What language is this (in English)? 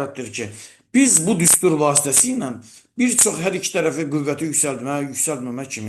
Azerbaijani